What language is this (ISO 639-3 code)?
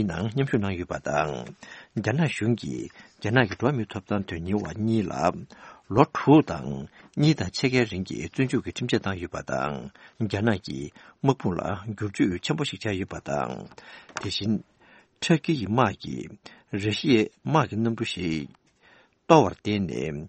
bod